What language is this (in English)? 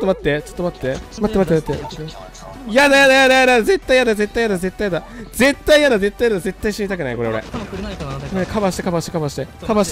Japanese